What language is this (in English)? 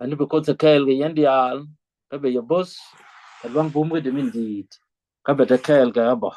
Nuer